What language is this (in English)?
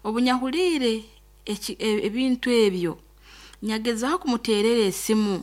Nyoro